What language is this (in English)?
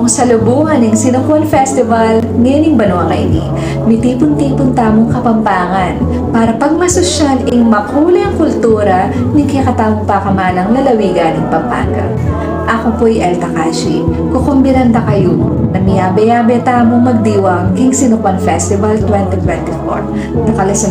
Pampanga